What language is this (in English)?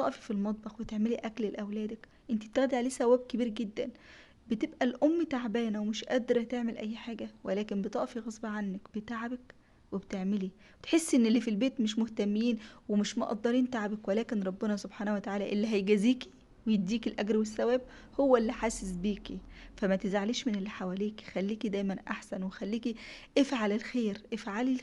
Egyptian Arabic